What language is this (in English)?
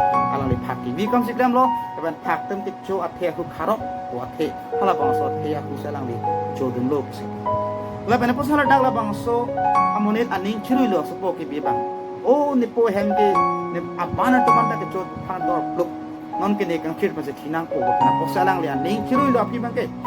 Karbi